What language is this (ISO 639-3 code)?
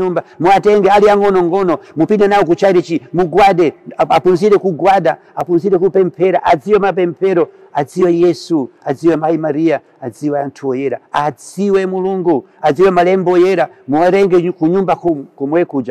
nya